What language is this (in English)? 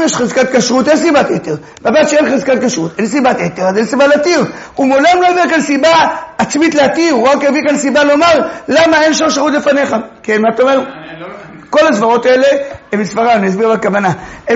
Hebrew